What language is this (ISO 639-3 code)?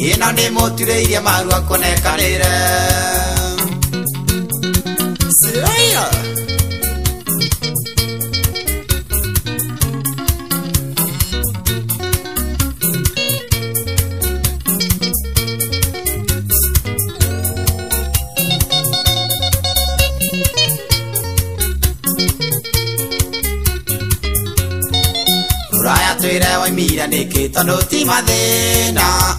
kik